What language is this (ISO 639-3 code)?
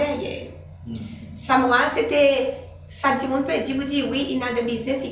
crs